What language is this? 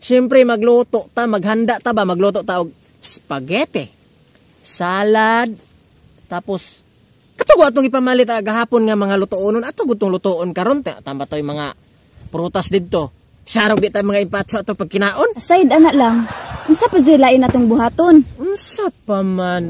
Cebuano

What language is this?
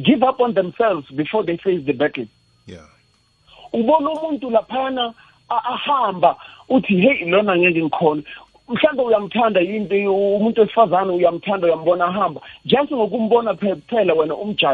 South Ndebele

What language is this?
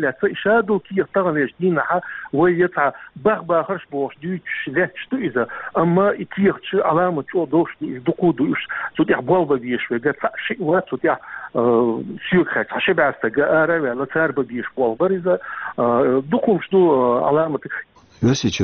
Chechen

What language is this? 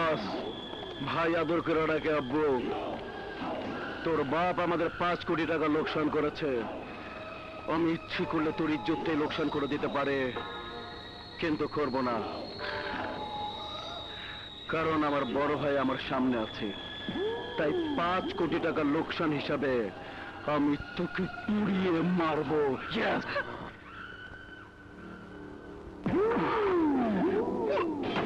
Bangla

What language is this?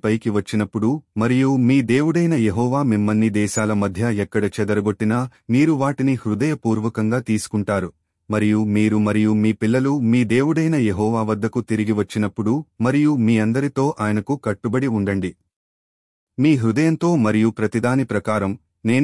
Telugu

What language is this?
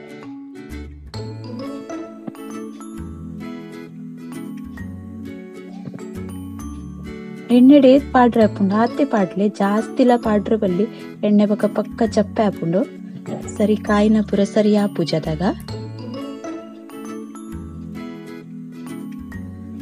Tulu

